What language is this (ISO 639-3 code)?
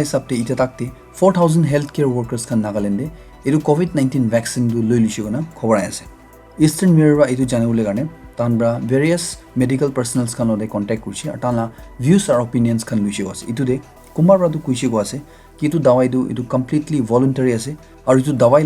nag